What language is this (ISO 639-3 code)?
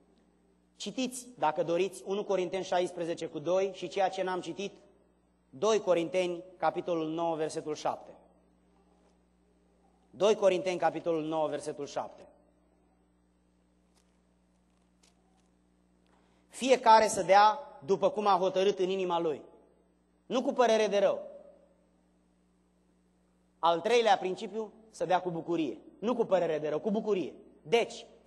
ron